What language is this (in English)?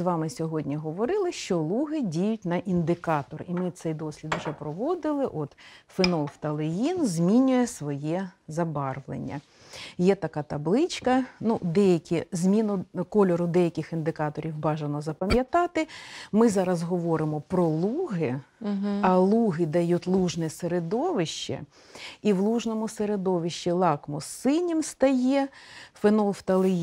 Ukrainian